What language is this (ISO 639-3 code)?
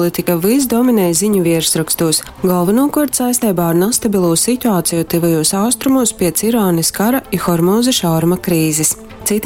ltg